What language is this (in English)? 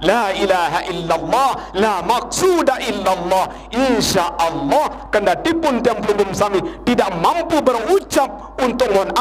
Sasak